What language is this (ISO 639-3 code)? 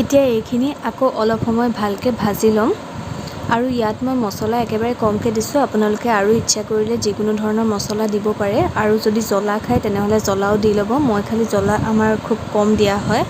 asm